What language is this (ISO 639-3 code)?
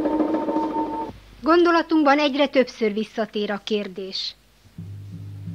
hun